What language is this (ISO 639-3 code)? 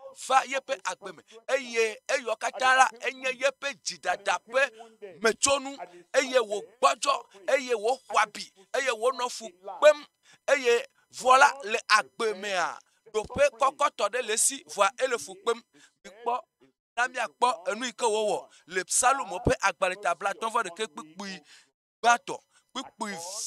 ewe